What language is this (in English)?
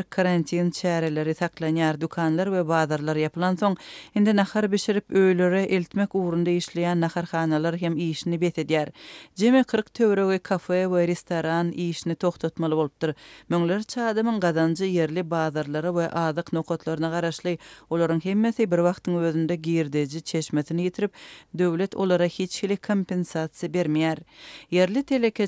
Turkmen